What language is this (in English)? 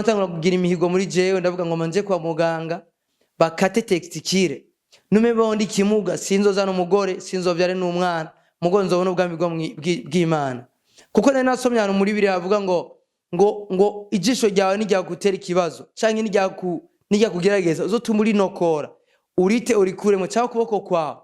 Rundi